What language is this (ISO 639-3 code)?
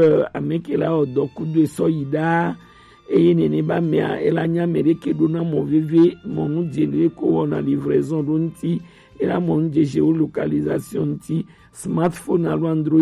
gej